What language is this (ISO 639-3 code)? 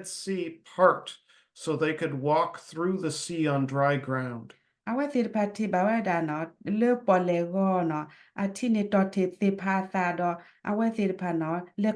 ksw